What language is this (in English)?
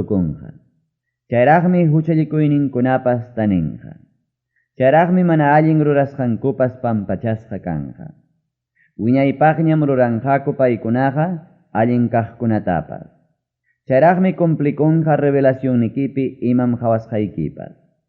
Ayacucho Quechua